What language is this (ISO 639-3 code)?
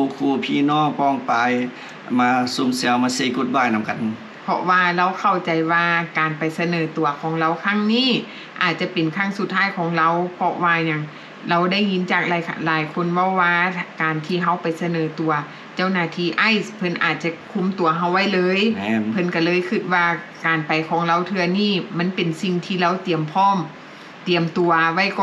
lao